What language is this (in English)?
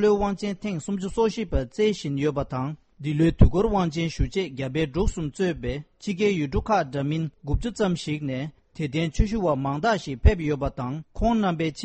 Tibetan